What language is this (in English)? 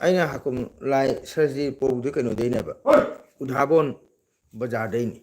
Manipuri